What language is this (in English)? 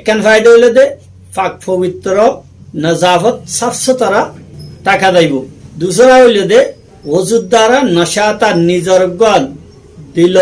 Rohingya